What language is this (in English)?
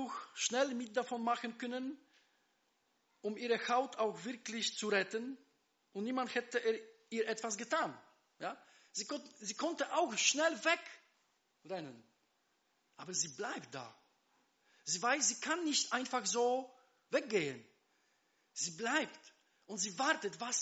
German